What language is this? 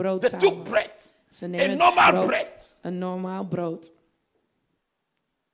Dutch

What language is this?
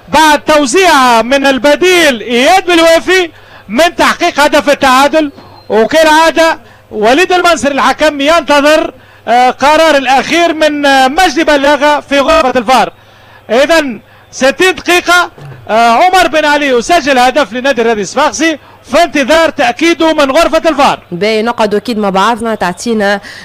Tunisian Arabic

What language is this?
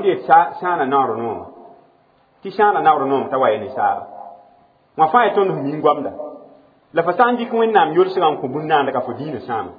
Mossi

